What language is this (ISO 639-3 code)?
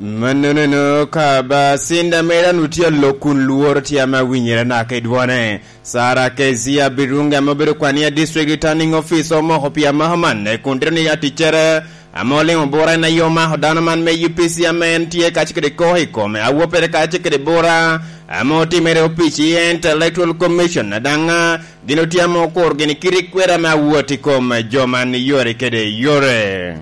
laj